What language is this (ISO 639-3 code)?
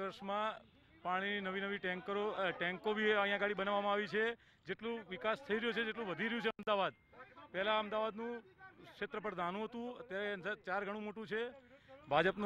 guj